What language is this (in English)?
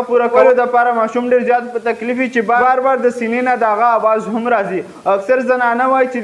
Pashto